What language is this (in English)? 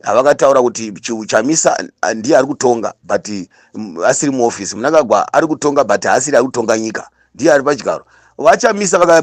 Shona